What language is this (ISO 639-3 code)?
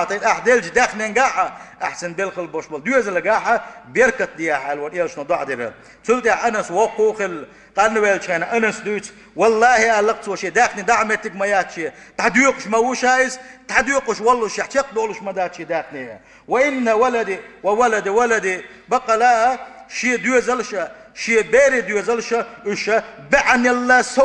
che